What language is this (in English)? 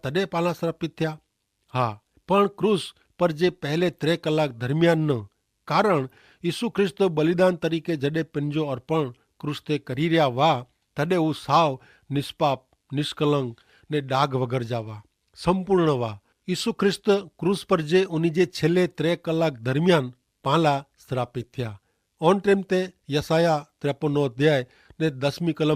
Kachhi